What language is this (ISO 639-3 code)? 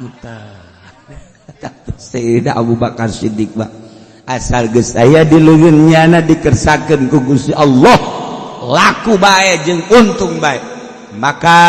sun